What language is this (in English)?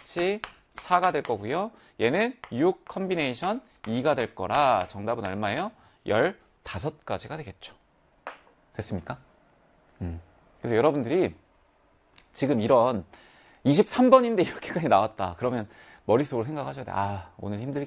Korean